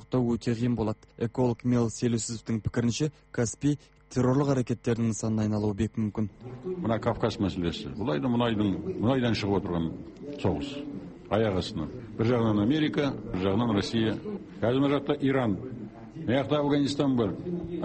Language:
Kazakh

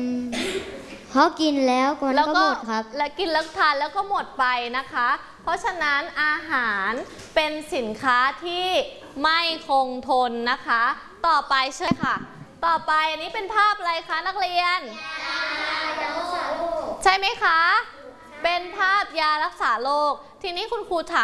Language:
Thai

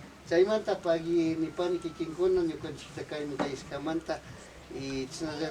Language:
Imbabura Highland Quichua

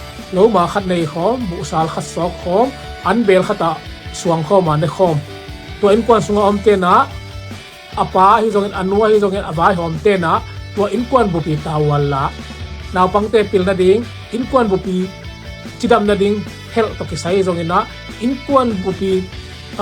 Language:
Tedim Chin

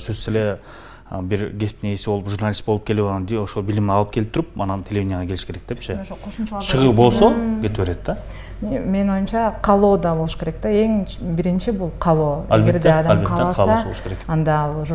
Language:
Kyrgyz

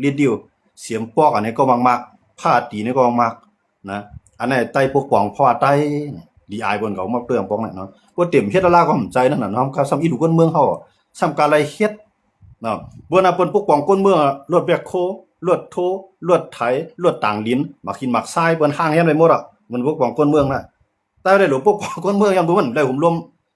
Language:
Shan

